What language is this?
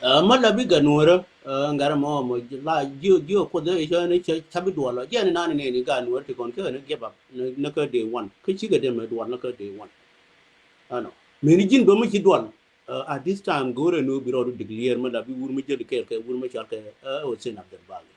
Nuer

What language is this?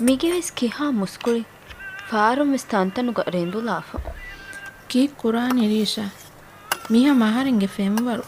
Divehi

